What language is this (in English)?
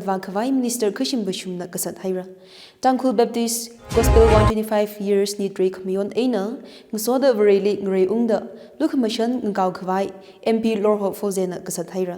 Tangkhul Naga (India)